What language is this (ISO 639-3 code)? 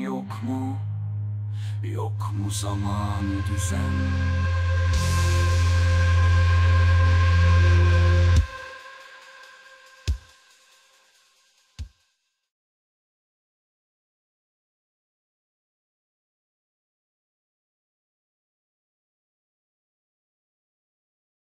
tur